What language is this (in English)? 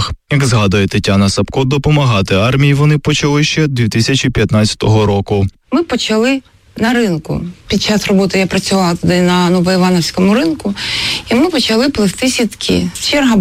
Ukrainian